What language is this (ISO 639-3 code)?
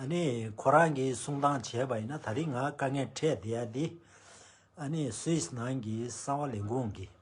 bod